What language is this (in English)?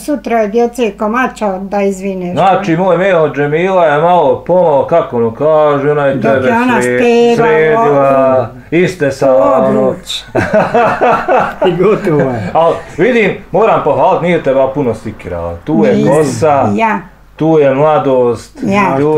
Bosnian